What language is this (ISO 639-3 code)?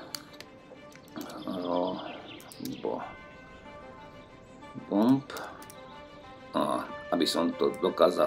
slk